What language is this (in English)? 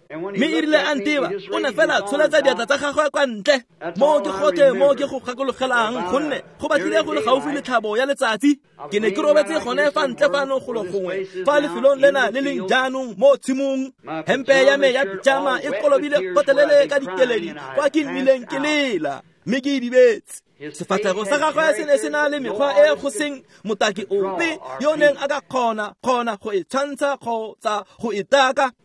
Tswana